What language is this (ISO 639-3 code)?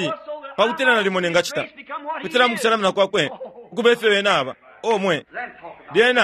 bem